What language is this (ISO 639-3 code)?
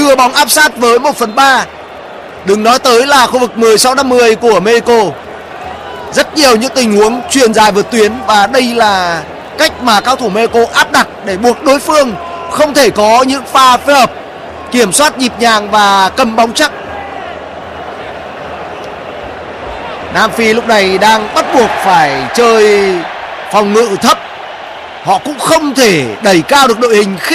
vie